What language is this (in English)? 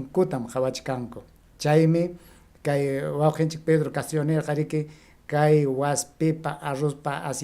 Ayacucho Quechua